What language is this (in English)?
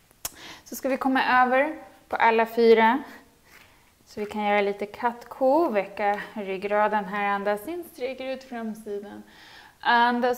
Swedish